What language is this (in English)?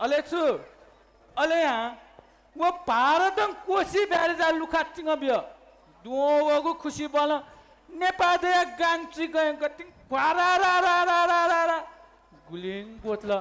Newari